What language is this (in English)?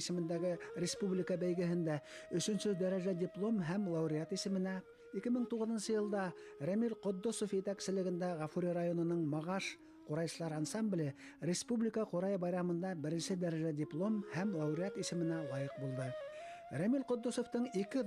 Bashkir